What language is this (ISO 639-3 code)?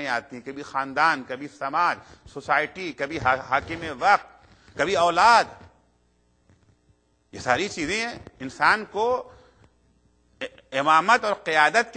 urd